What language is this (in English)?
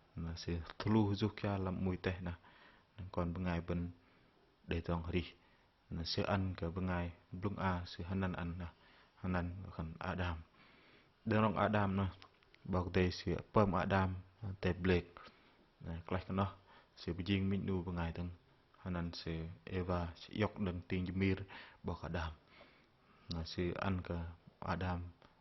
Bahnar